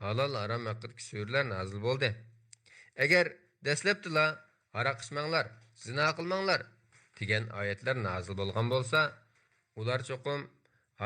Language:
Uyghur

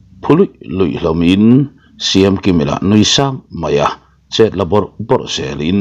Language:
Mizo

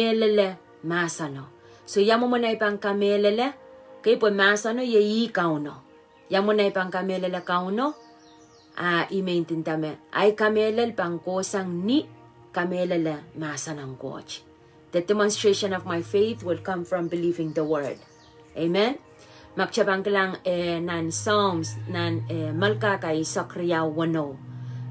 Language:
Pohnpeian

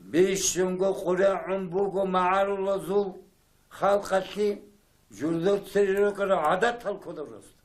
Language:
Avaric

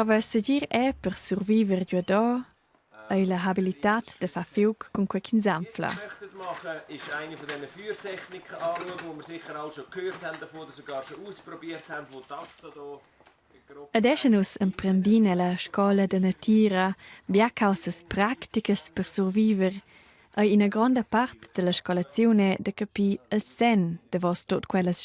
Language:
Romansh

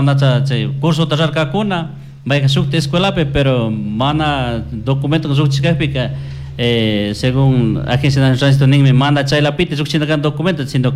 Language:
Chimborazo Highland Quichua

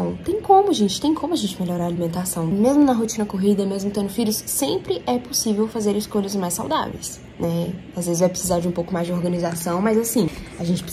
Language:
Portuguese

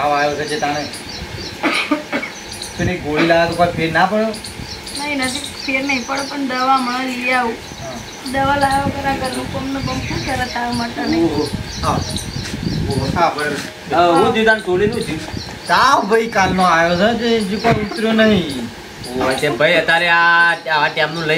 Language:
Gujarati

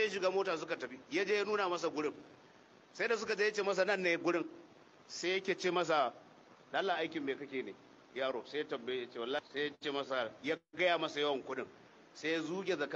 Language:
Hausa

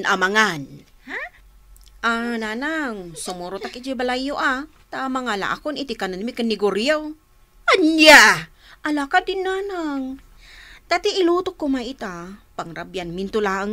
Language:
Iloko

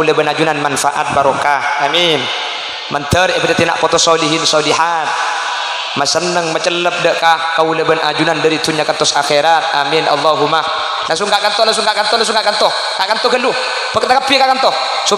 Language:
Madurese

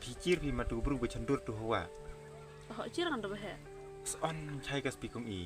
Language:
Khasi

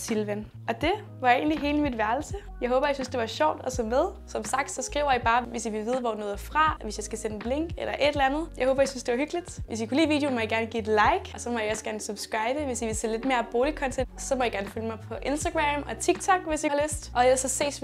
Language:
Danish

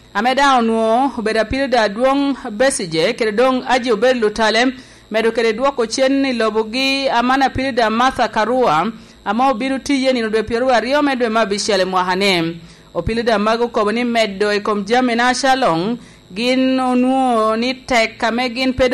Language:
Lango (Uganda)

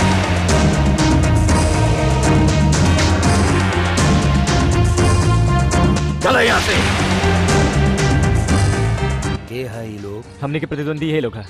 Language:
Bhojpuri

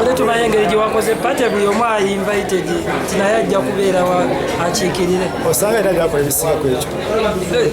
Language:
Ganda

